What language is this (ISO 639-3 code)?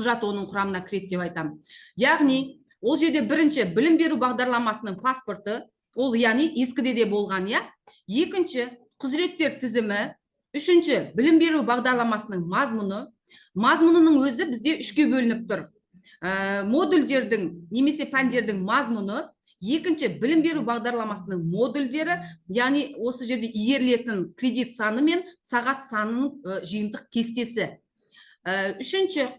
kaz